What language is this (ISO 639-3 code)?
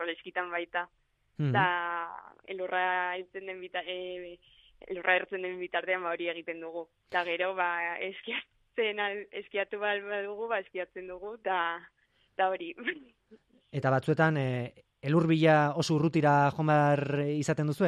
eus